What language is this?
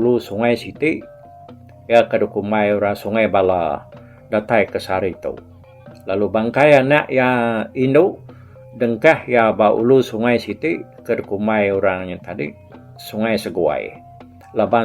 Iban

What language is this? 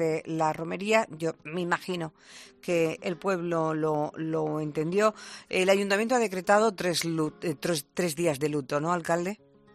Spanish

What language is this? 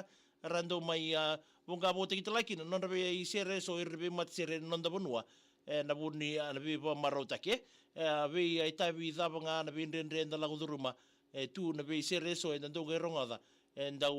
Fijian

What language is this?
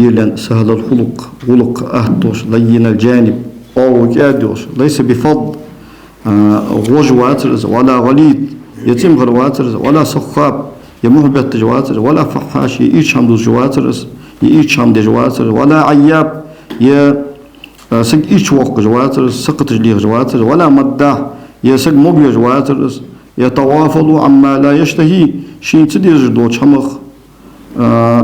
Ingush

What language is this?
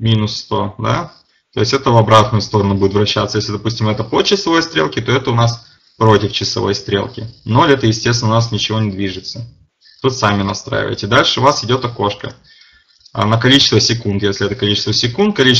Russian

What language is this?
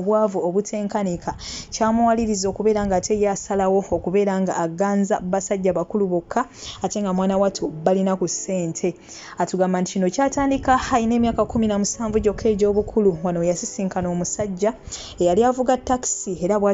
Ganda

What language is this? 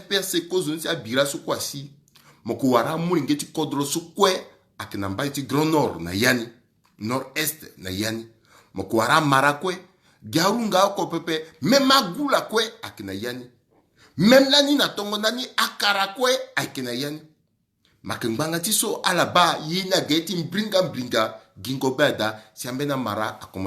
Sango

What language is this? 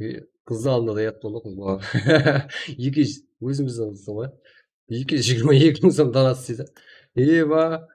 Kara-Kalpak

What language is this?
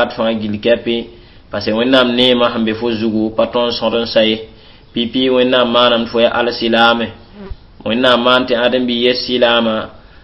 Mossi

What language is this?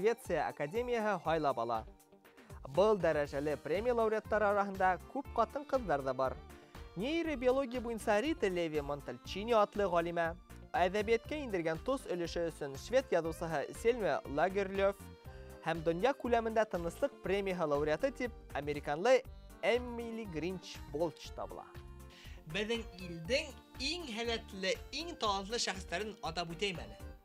Bashkir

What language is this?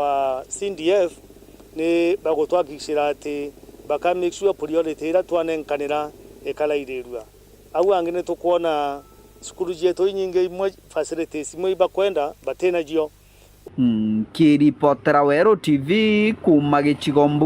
Meru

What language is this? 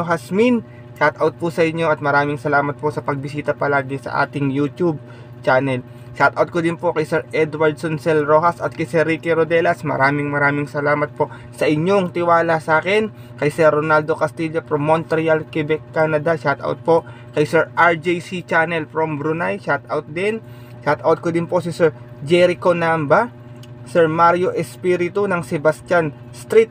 Filipino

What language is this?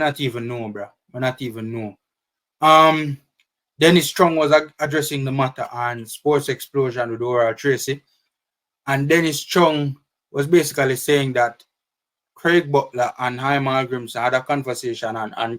Jamaican Creole English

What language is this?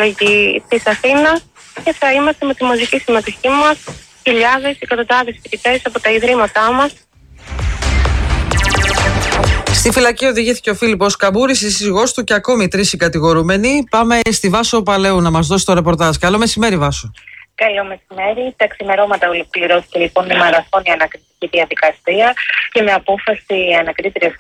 Greek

